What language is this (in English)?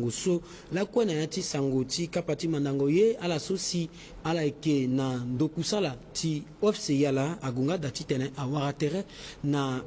Sango